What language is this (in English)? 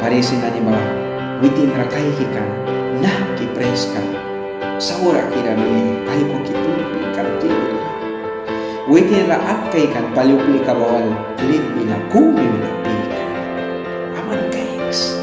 Mískito